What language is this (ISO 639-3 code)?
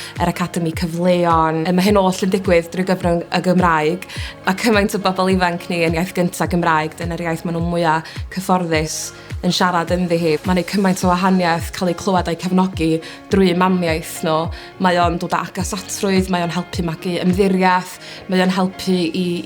cym